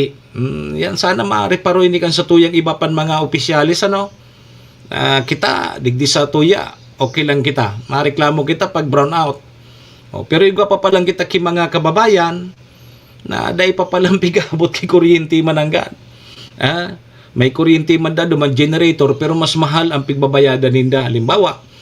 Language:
Bikol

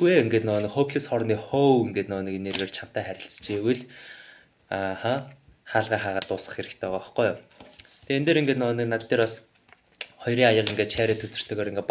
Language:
Mongolian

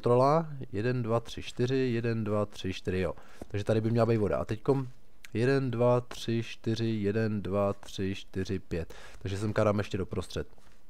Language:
Czech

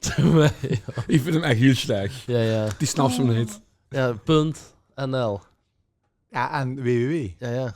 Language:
Limburgish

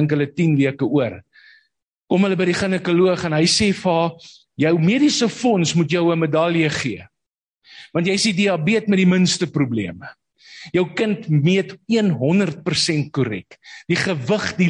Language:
Afrikaans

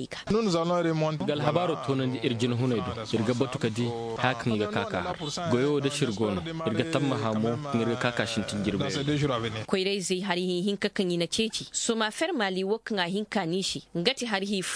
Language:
Koyraboro Senni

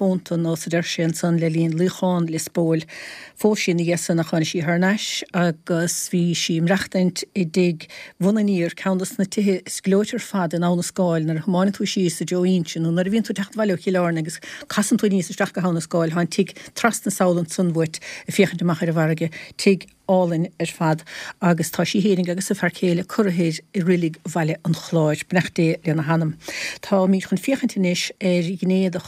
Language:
Irish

